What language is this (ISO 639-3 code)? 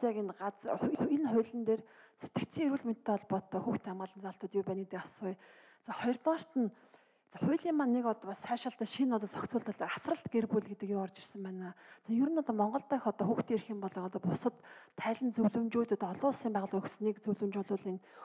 mon